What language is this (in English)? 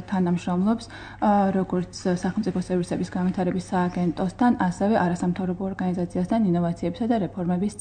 Georgian